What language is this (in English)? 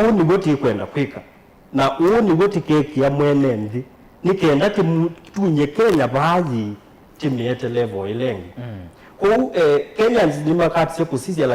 Kamba